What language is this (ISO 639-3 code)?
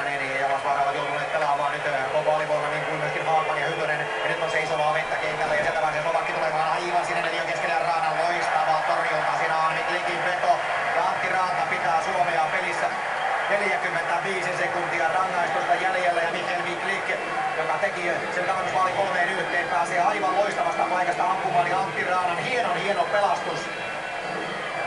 fin